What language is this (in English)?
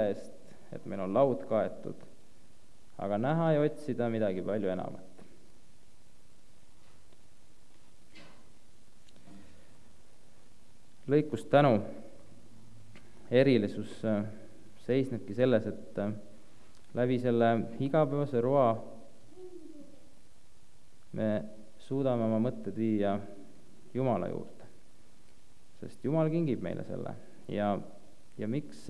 Estonian